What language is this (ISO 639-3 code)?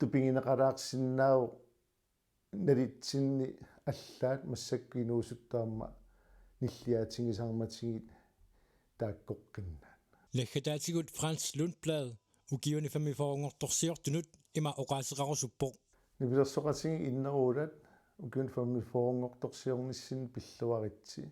kal